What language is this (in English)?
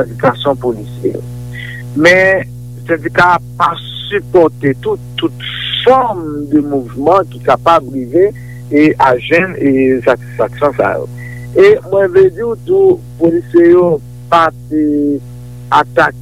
Haitian Creole